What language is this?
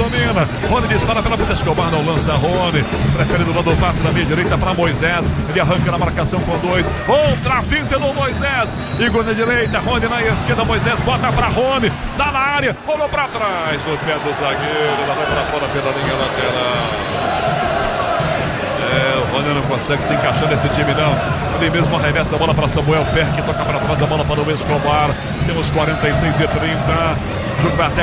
Portuguese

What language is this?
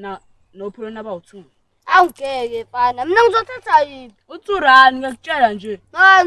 Zulu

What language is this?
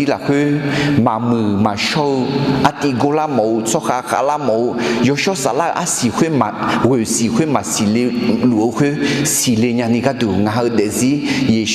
Akha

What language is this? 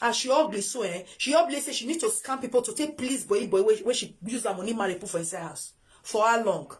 Nigerian Pidgin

